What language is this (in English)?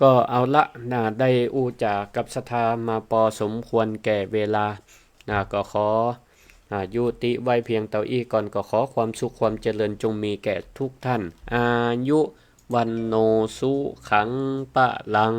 Northern Thai